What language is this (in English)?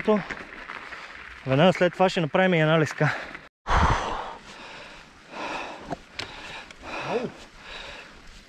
Bulgarian